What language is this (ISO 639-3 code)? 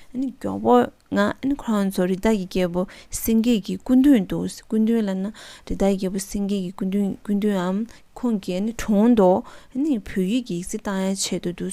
bod